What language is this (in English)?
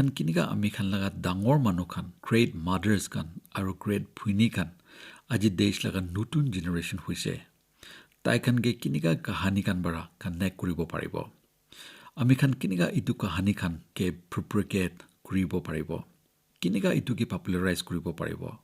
Naga Pidgin